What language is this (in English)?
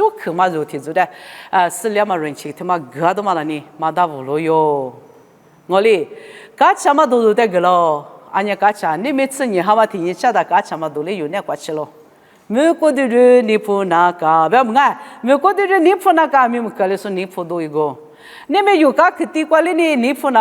Lisu